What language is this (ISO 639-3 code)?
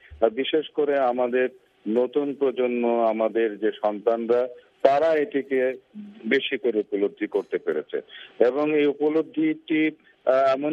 ben